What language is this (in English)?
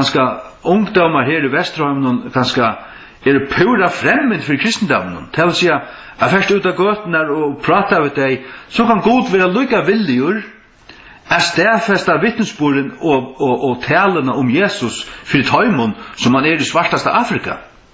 Faroese